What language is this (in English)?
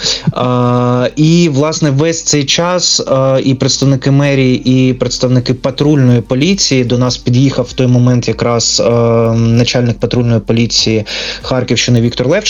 Ukrainian